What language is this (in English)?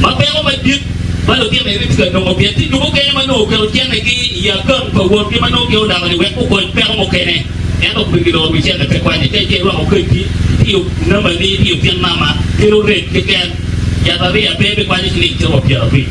Acoli